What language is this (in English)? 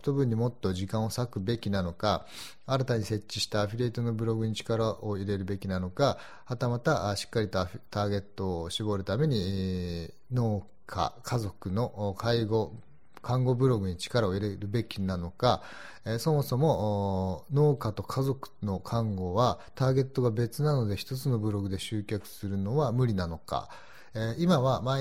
Japanese